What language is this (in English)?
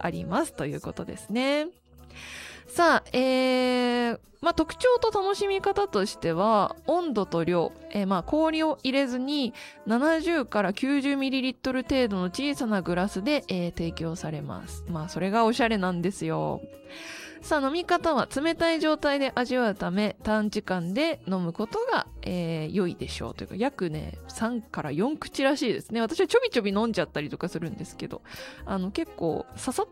Japanese